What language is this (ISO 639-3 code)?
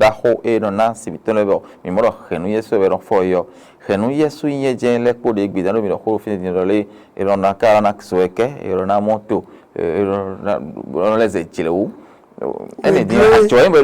fon